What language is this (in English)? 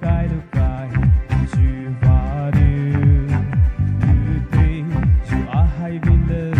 Poumei Naga